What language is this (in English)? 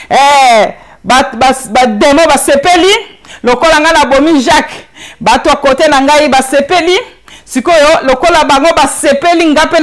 Lingala